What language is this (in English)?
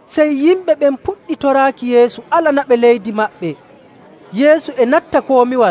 Nigerian Fulfulde